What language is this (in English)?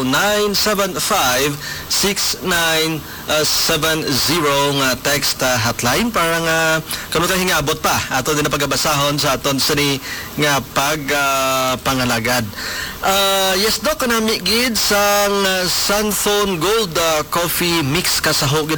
Hiligaynon